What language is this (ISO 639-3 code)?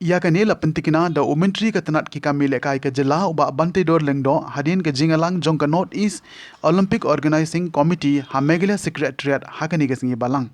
kha